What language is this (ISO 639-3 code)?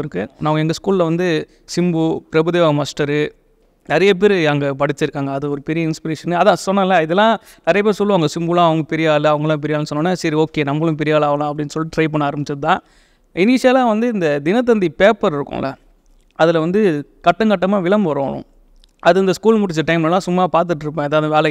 tam